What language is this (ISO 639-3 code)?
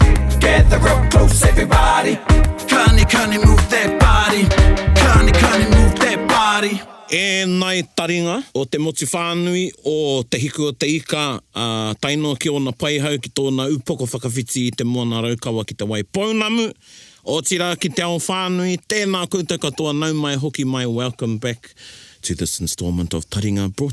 mri